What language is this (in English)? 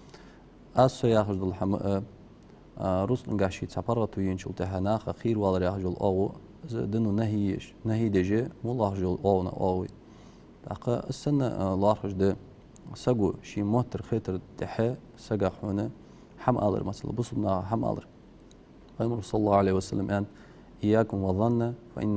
Ingush